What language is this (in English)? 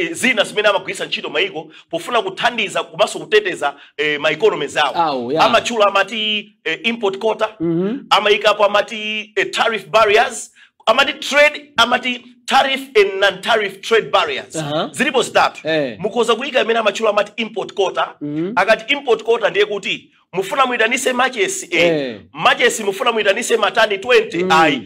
Nyanja